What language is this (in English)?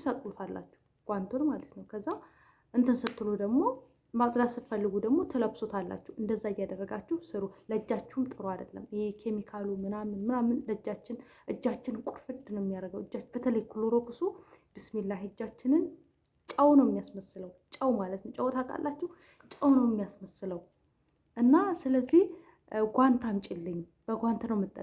Amharic